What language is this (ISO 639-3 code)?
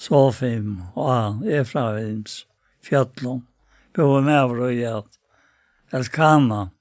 fao